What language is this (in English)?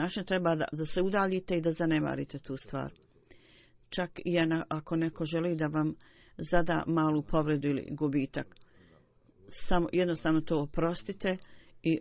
Bosnian